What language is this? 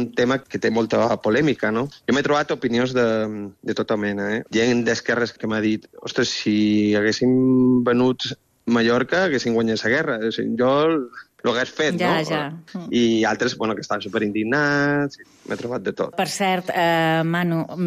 Catalan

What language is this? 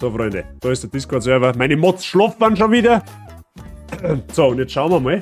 Bavarian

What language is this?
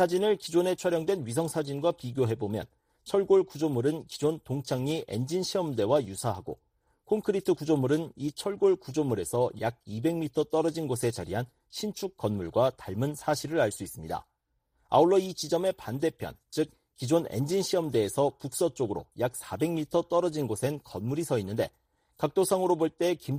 Korean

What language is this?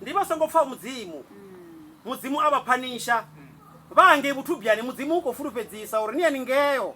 Venda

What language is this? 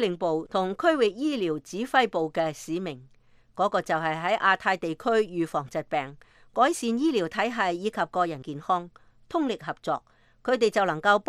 Cantonese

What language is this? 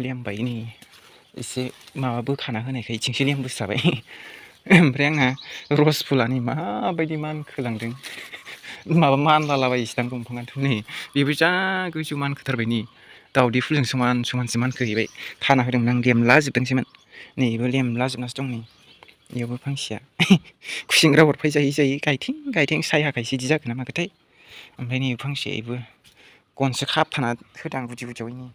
Bodo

